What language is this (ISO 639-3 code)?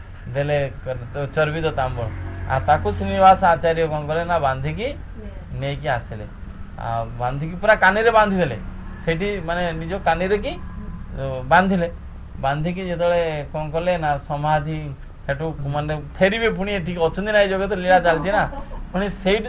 ori